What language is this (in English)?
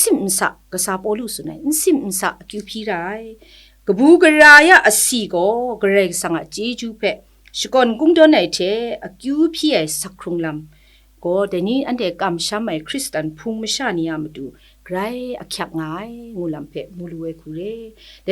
Kachin